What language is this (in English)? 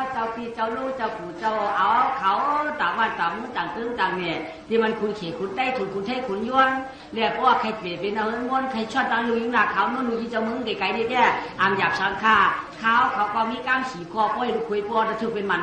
Shan